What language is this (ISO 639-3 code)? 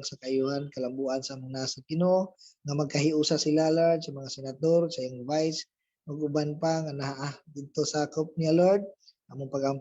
ceb